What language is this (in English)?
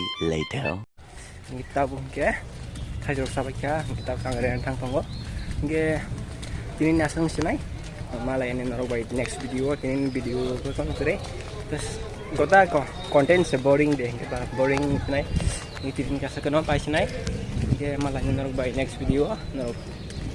Kok Borok